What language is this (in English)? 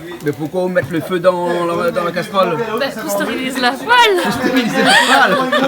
Réunion Creole French